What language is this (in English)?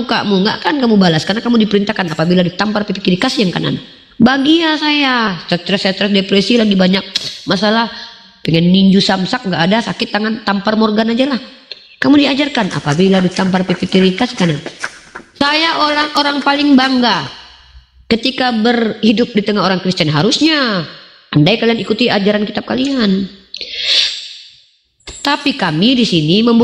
Indonesian